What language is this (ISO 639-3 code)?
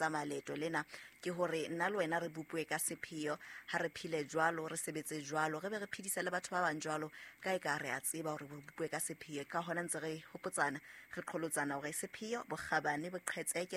sot